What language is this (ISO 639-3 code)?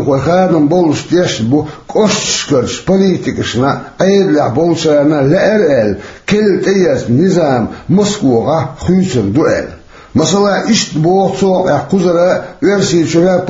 che